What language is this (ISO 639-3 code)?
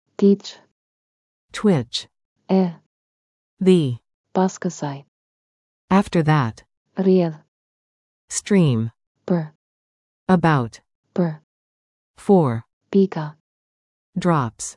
sqi